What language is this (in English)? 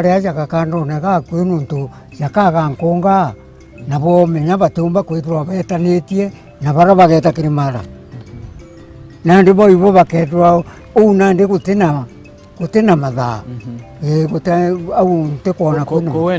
Meru